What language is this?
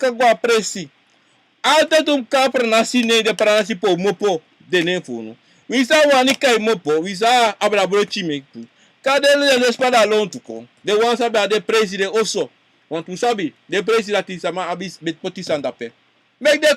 Sranan Tongo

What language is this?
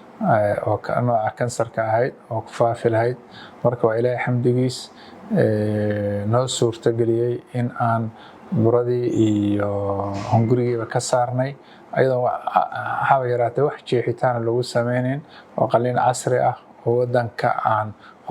Somali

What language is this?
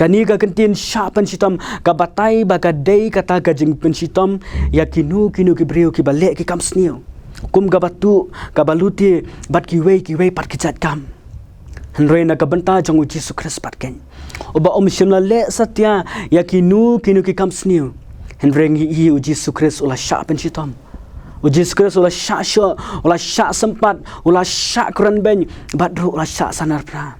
Khasi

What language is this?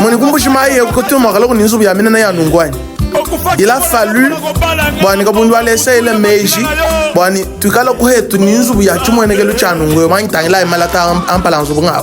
Luba-Lulua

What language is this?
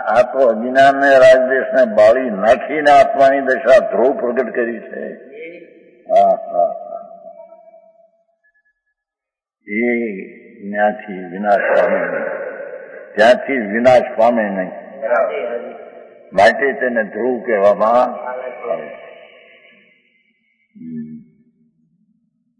Gujarati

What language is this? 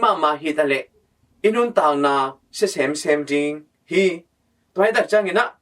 Tedim Chin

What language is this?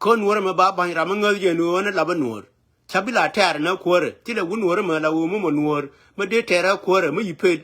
Nuer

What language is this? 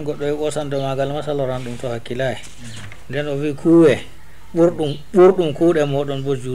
Fula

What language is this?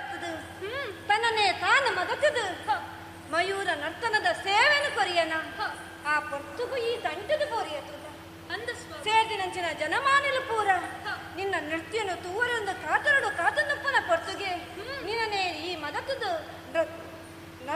Tulu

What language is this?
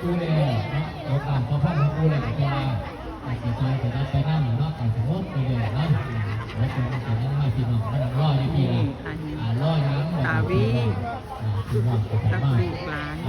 Northeastern Thai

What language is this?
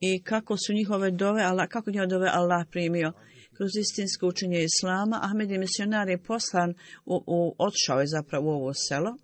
Bosnian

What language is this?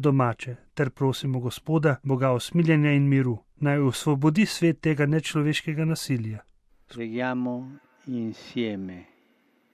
Slovenian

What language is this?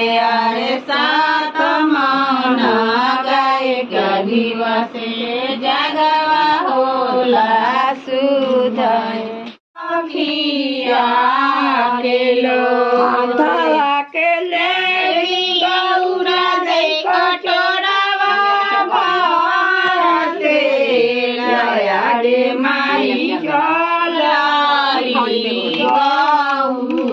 Bhojpuri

